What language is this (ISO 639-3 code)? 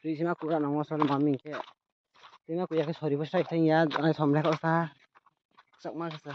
ria